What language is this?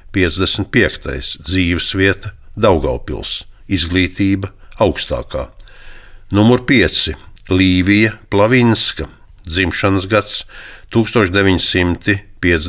Latvian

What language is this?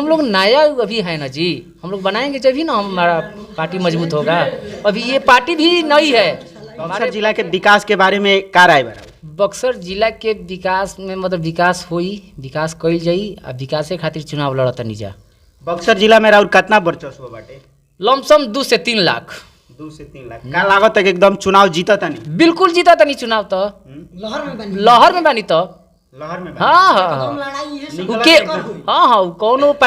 Bhojpuri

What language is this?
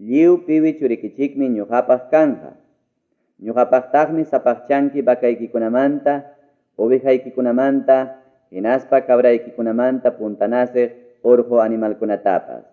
Ayacucho Quechua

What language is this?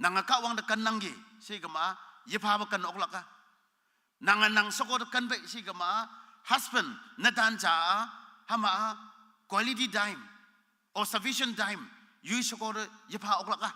Konyak Naga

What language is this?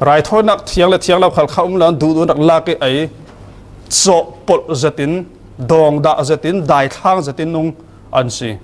Falam Chin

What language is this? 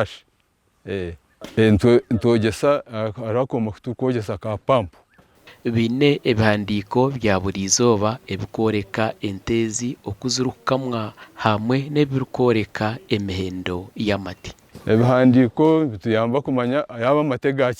Nyankole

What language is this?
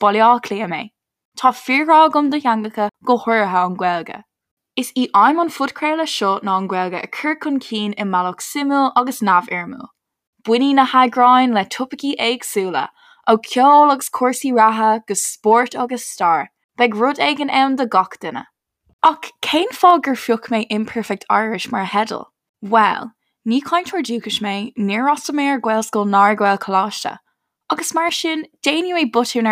Irish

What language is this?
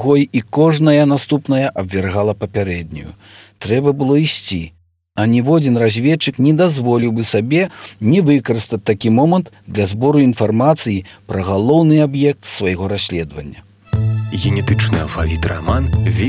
Belarusian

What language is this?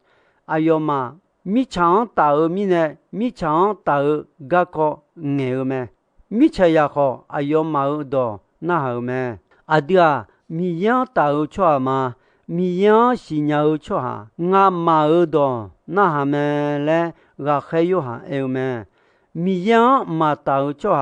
Akha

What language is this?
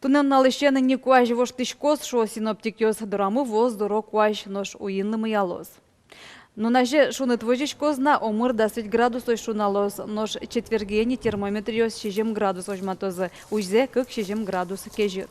Udmurt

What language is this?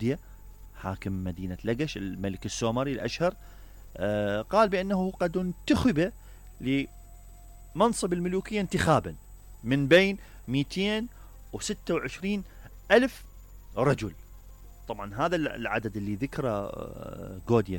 Mesopotamian Arabic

